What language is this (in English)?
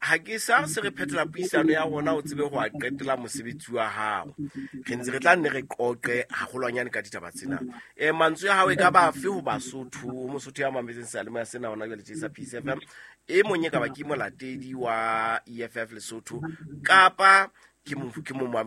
Southern Sotho